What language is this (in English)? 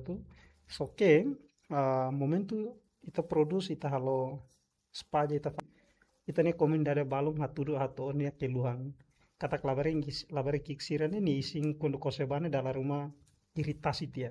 Tetum